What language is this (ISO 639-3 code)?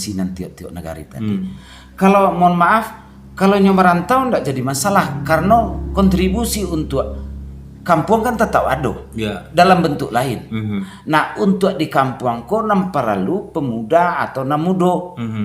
min